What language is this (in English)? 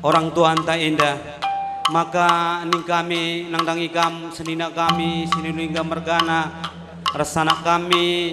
Batak Karo